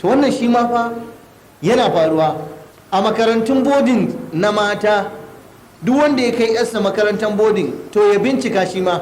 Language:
Hausa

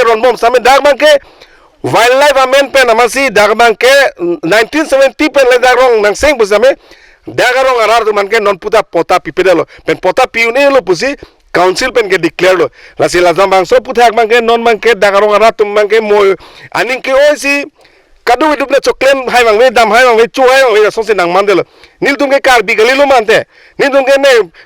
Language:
Karbi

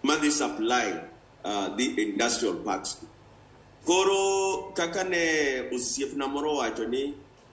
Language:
Luo (Kenya and Tanzania)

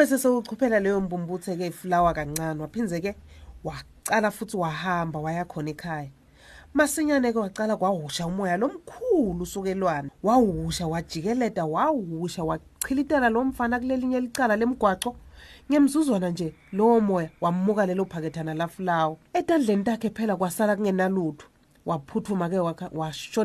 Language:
Swati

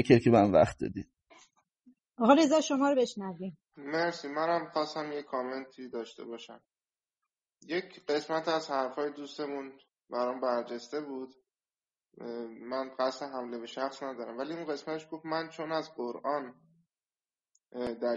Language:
Persian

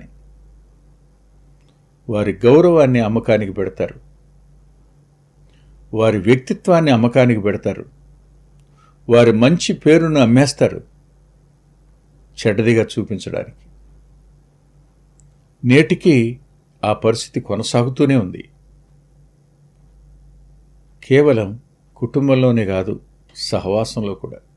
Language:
Telugu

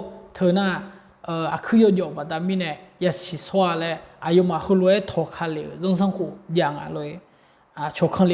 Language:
Akha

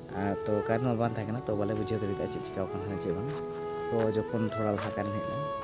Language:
Santali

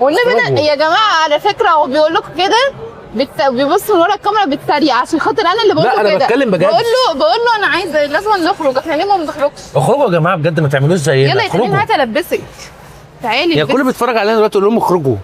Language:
Egyptian Arabic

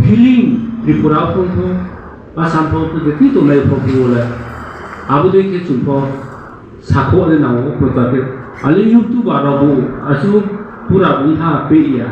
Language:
Riang (India)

